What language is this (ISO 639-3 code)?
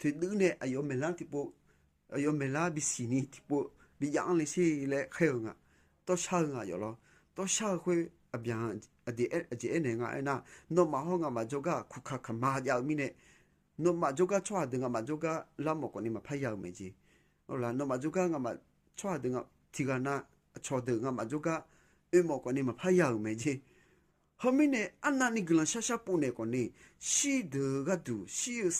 ahk